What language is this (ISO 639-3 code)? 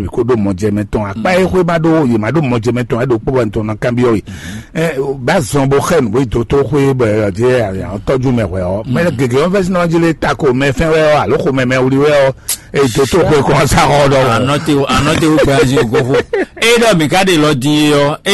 fon